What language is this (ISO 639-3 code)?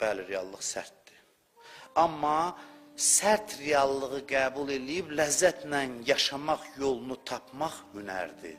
aze